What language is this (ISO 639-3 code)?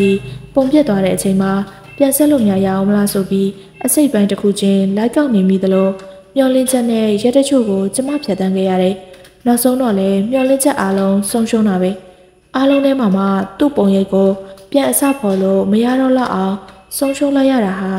mya